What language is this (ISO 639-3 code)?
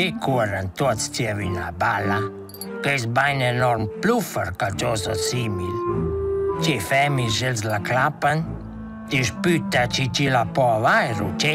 roh